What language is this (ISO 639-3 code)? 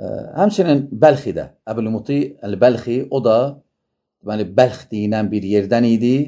aze